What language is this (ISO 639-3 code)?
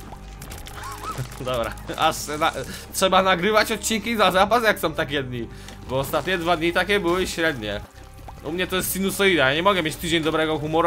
pol